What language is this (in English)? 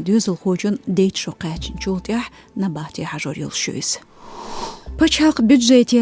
Chechen